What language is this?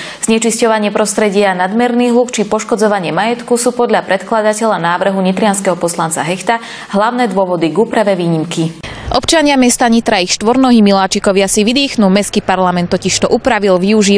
Slovak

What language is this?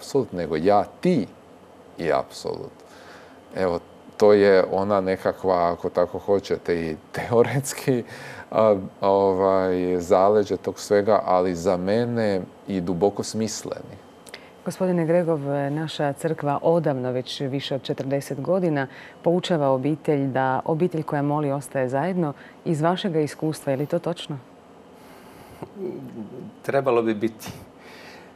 Croatian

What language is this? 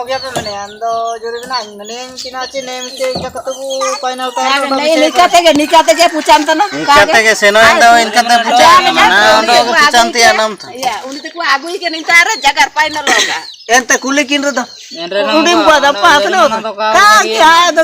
Ho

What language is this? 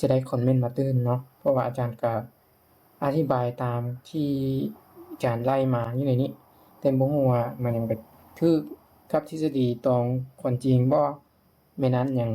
Lao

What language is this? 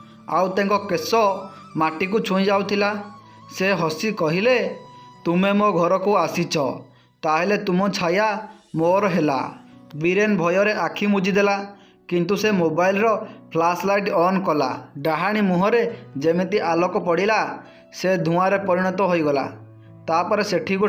Odia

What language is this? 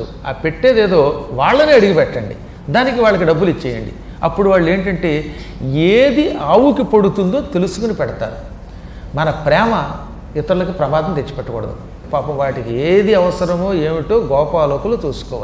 Telugu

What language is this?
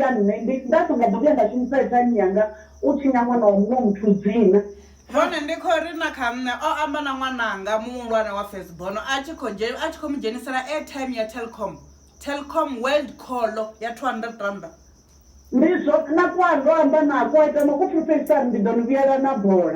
Venda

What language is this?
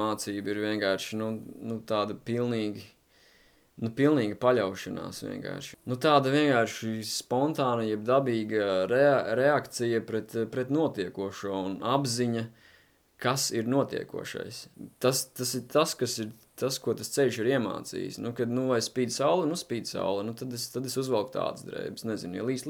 Latvian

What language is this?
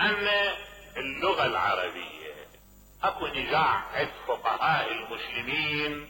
Mesopotamian Arabic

